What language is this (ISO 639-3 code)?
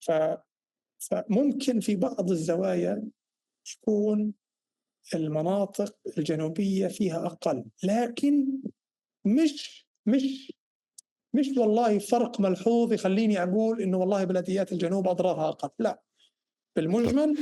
apc